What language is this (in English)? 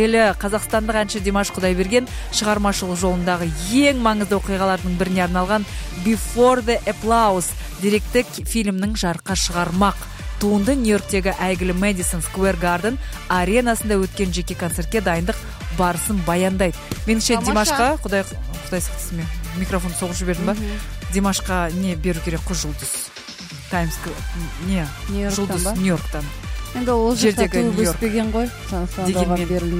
Kazakh